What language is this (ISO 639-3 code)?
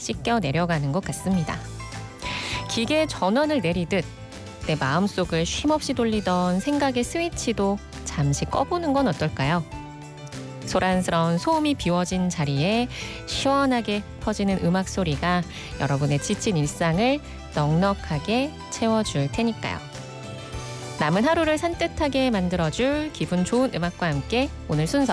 kor